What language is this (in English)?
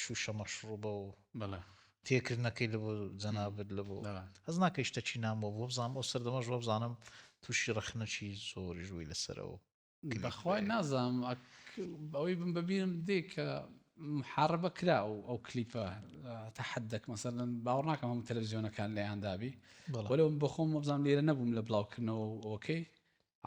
Central Kurdish